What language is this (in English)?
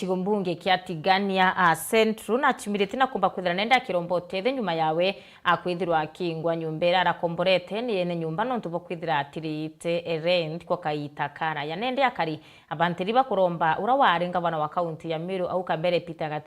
Meru